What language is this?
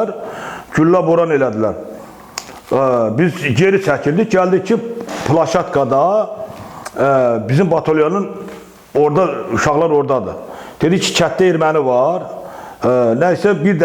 Azerbaijani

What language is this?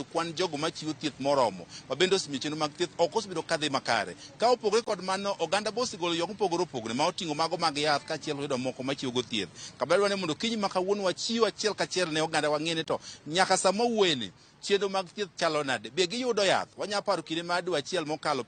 Luo (Kenya and Tanzania)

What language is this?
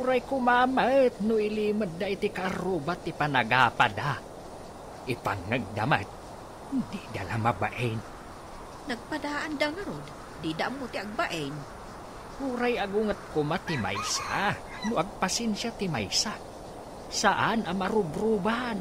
Iloko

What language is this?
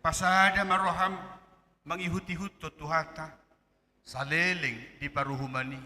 Batak Toba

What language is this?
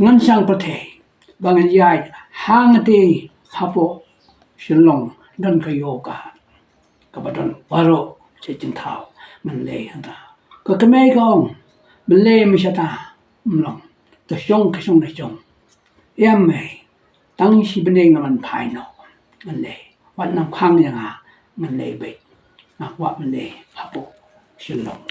Khasi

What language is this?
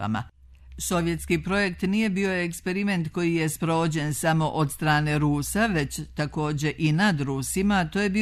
Serbian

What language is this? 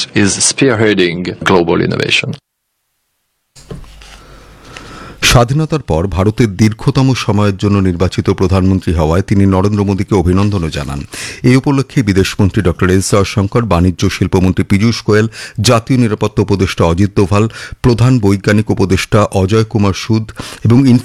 Bangla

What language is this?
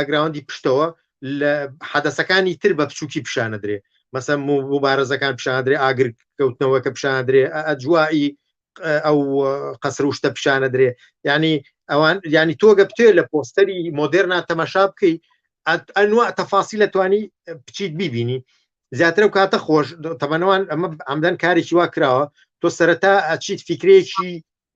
Central Kurdish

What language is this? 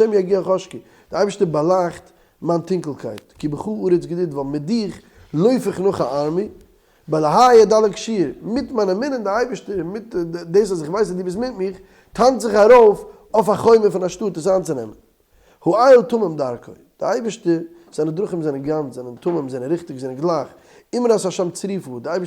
Yiddish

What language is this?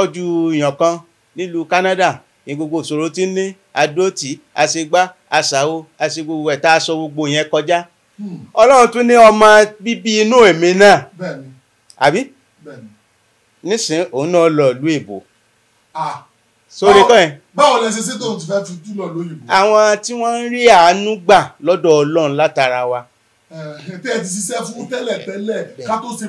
Yoruba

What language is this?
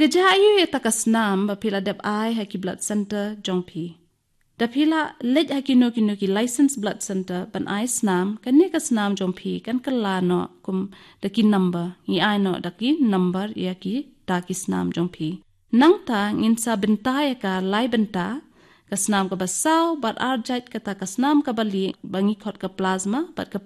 Khasi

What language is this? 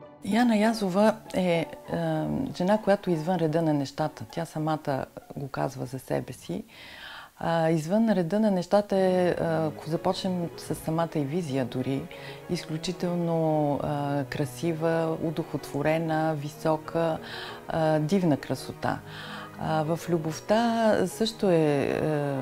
Bulgarian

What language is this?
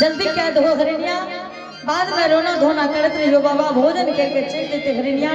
Angika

